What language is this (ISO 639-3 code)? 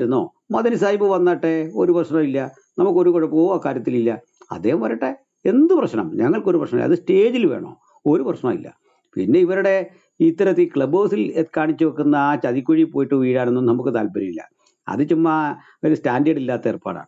mal